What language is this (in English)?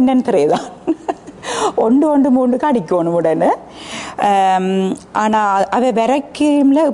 Tamil